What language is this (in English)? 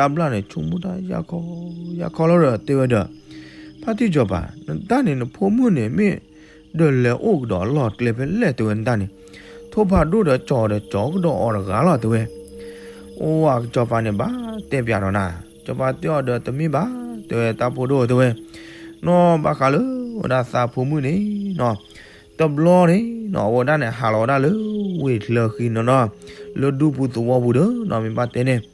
S'gaw Karen